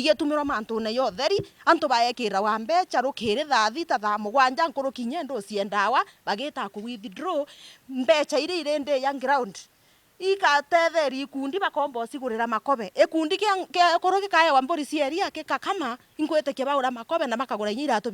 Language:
Meru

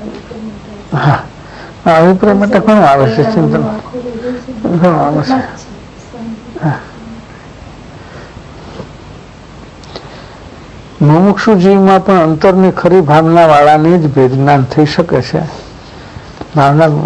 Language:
Gujarati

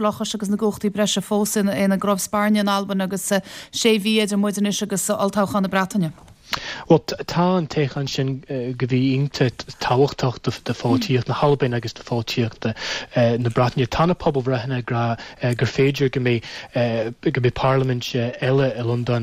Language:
Irish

